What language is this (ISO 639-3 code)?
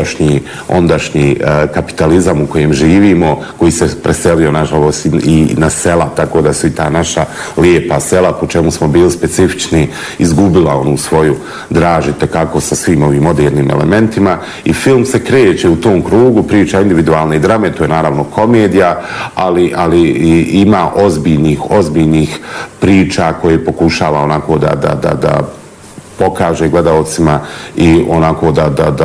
bos